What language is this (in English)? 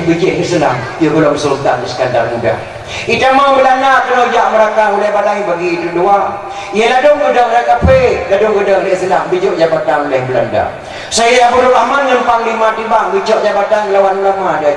Achinese